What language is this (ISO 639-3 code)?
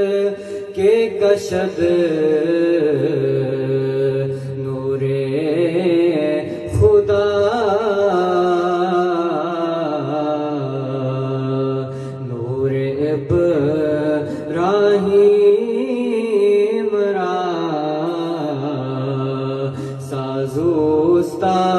urd